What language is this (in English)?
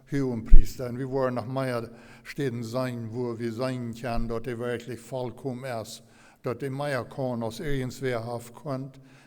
Plautdietsch